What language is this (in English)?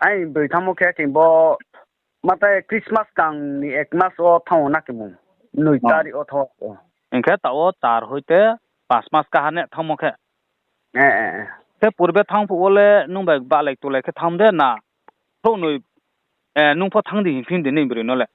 Riang (India)